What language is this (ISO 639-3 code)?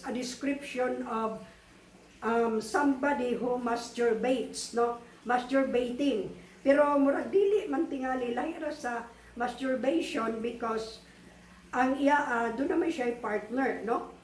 ceb